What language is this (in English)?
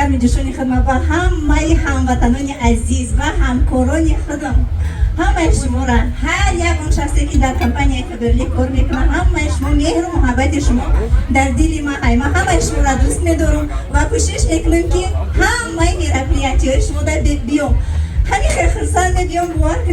Tajik